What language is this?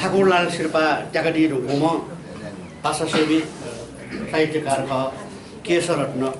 Newari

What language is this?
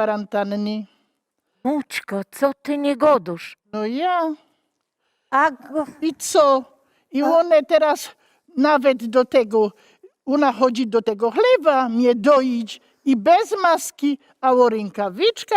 Silesian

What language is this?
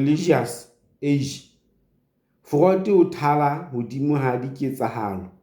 Southern Sotho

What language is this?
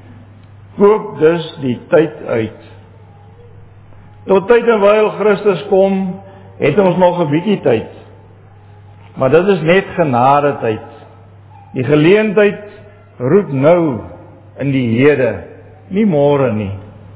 Afrikaans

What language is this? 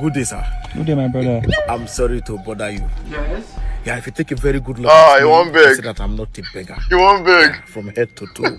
Nigerian Pidgin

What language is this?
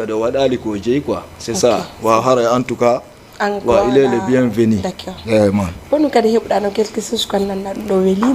Fula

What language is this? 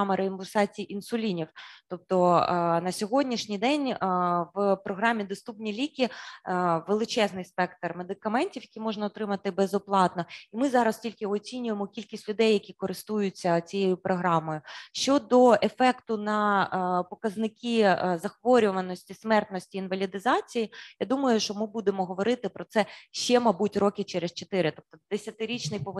Ukrainian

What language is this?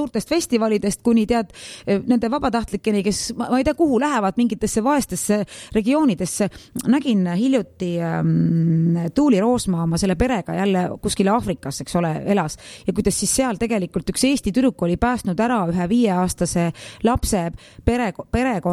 Estonian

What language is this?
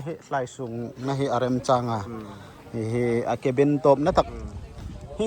Hmar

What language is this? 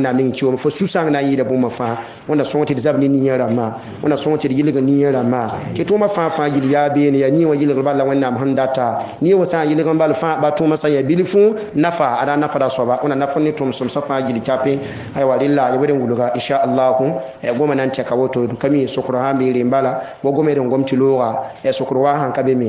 Mossi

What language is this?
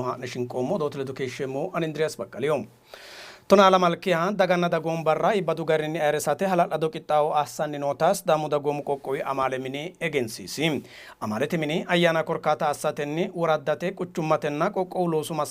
Sidamo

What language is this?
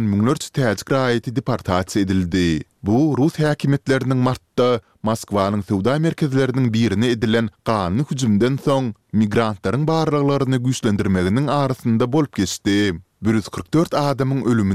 Turkmen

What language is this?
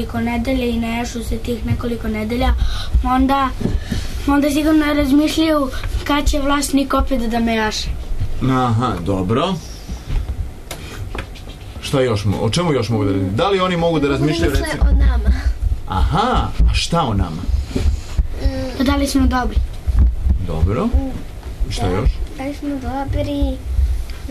Serbian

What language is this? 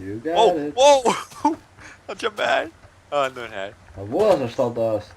Faroese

